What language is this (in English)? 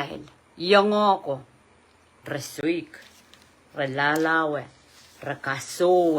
Pohnpeian